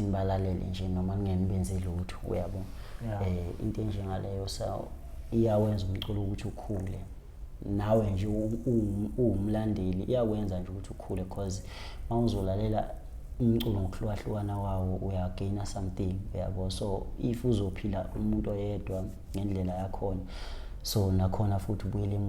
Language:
Zulu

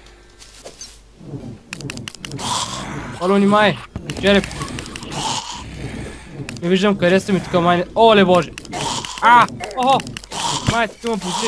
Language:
Bulgarian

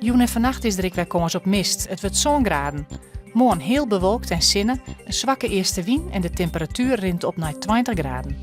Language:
Western Frisian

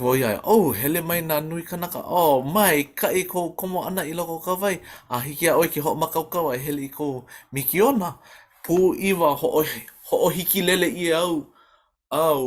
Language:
Hawaiian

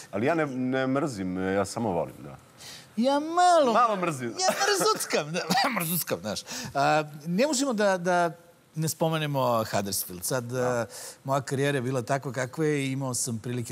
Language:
Serbian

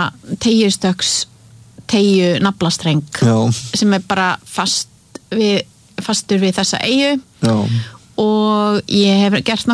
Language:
Icelandic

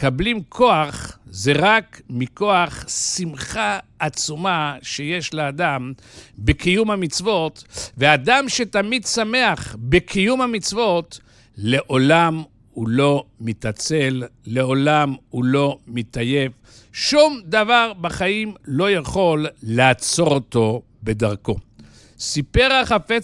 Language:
Hebrew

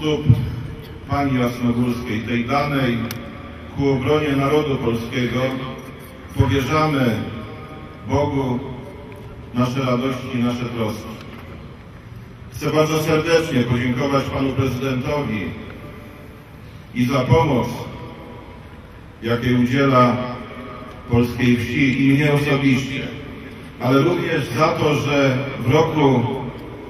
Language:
Polish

